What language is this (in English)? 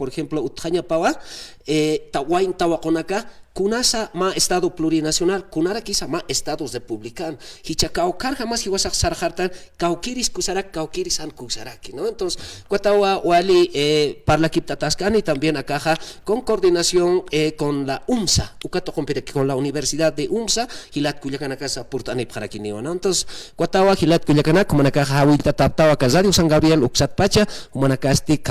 Aymara